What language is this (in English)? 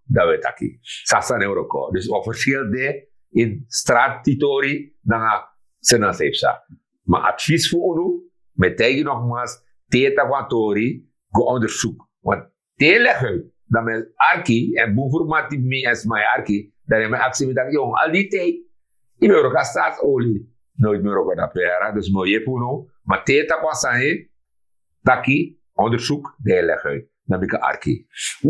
Sranan Tongo